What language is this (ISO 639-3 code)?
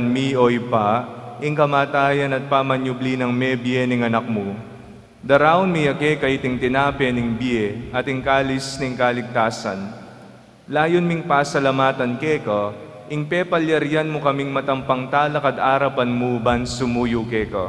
pam